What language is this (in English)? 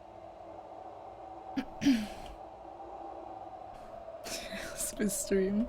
Swiss German